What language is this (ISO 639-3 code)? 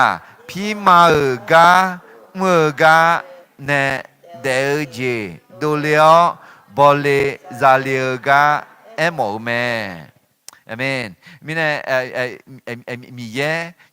ahk